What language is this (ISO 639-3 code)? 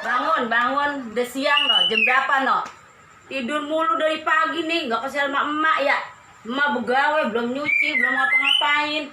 bew